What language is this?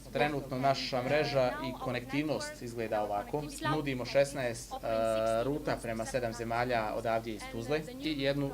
Bosnian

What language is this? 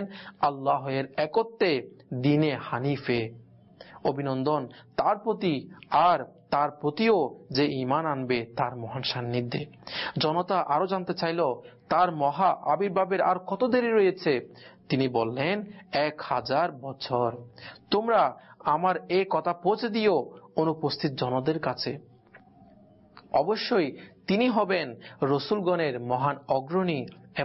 Bangla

